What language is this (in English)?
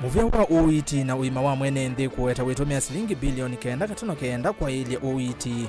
Kamba